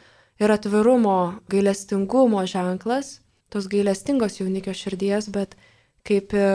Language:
Lithuanian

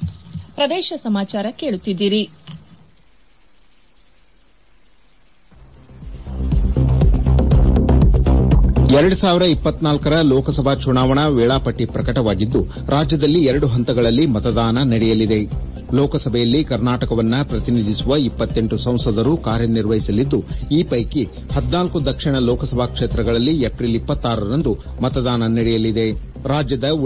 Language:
Kannada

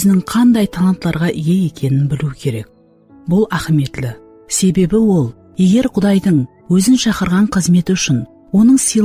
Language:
Kara-Kalpak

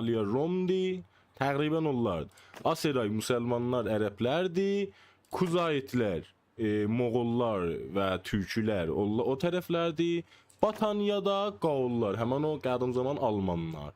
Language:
South Azerbaijani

